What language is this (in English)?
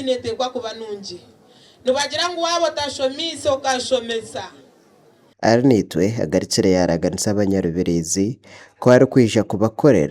Nyankole